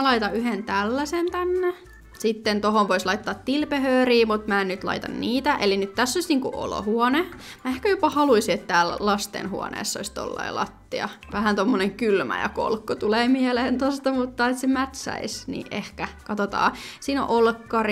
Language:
Finnish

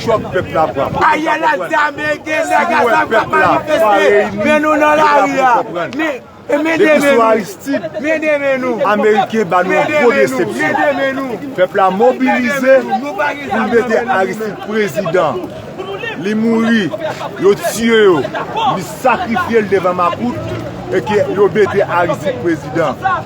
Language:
Haitian Creole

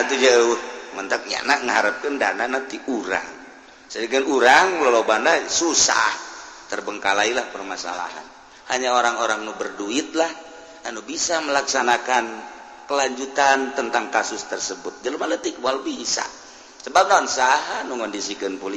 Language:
Sundanese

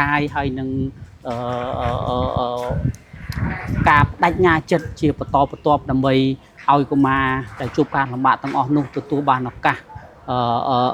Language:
Khmer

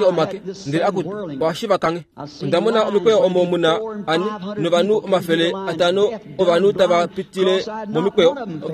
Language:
Kuanyama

